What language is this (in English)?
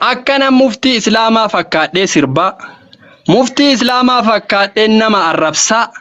Oromo